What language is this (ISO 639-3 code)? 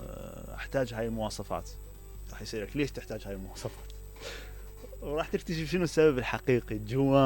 acm